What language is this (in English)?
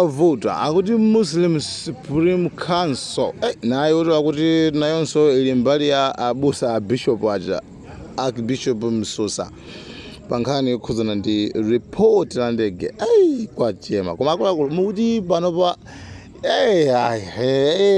Nyanja